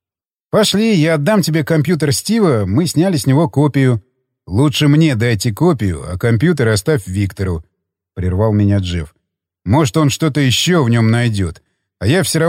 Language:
Russian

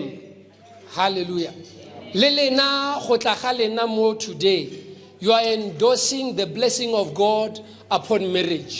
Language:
Northern Sotho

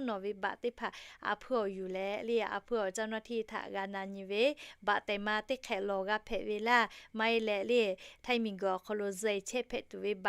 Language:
Lahu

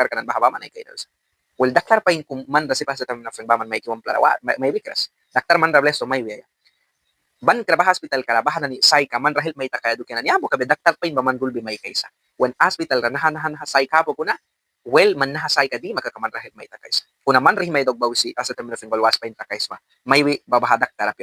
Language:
Mískito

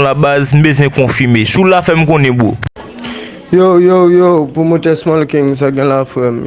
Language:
Haitian Creole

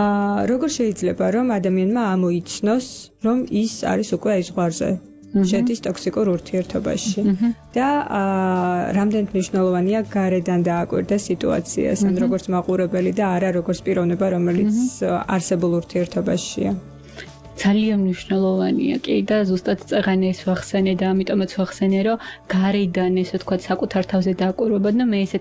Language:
Georgian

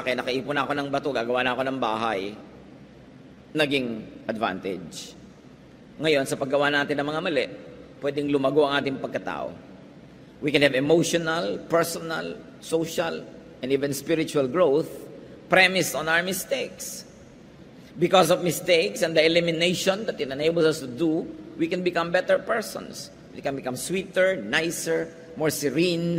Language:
Filipino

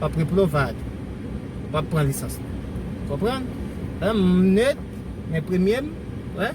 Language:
Haitian Creole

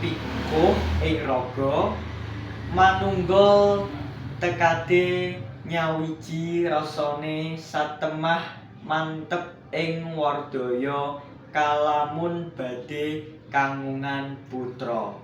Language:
Javanese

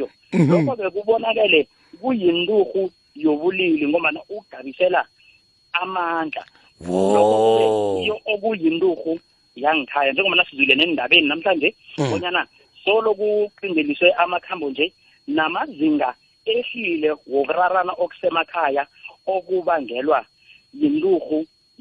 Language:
South Ndebele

